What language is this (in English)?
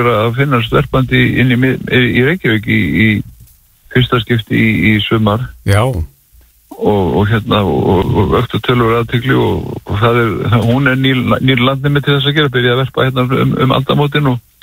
Icelandic